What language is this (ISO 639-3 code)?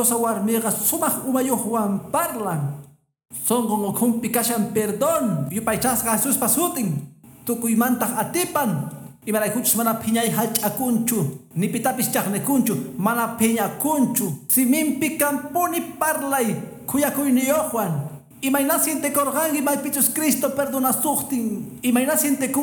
que